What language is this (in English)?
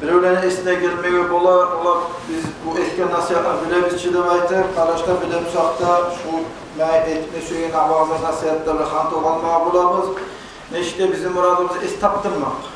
Kumyk